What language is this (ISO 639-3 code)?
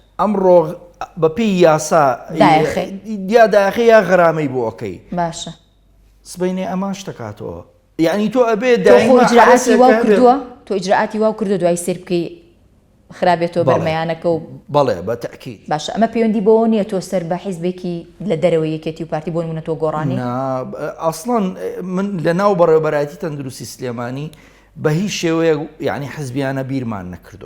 ckb